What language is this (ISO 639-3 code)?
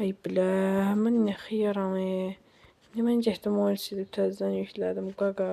aze